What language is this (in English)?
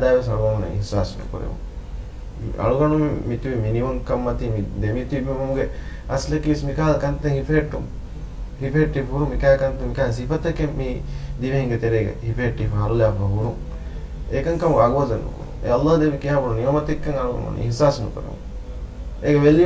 Divehi